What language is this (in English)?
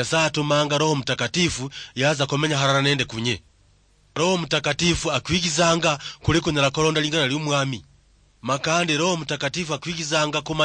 Luyia